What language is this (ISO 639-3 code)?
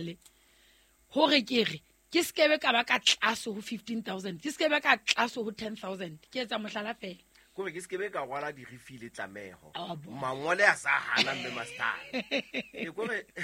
sot